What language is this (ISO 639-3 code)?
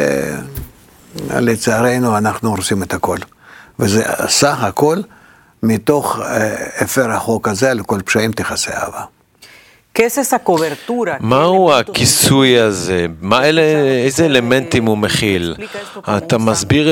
heb